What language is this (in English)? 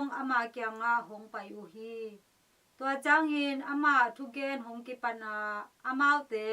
Tedim Chin